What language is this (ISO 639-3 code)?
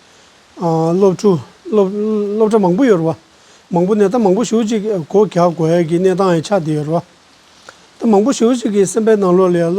bod